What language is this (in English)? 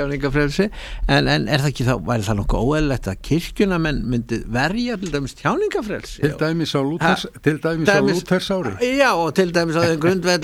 Icelandic